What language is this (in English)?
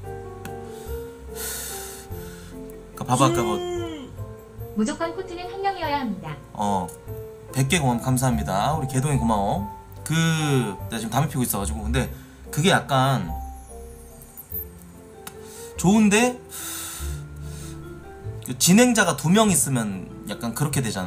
Korean